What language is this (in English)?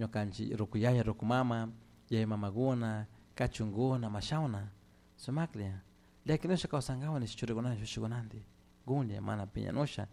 Chimborazo Highland Quichua